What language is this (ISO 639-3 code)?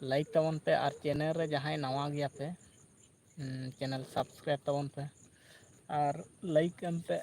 sat